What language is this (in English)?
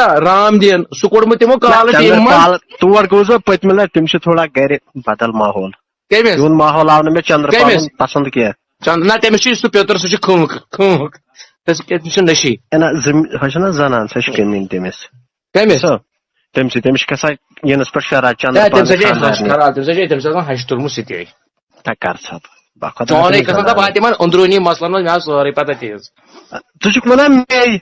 Kashmiri